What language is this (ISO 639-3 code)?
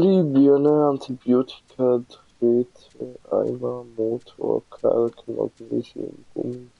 gsw